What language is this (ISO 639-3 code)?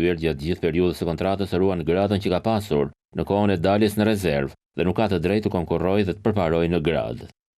sqi